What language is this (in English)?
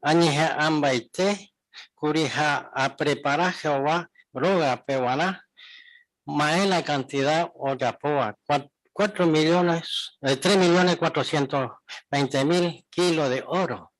Guarani